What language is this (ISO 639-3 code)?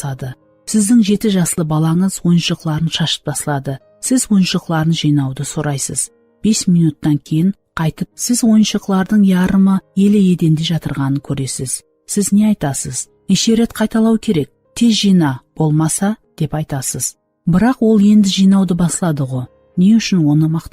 kaa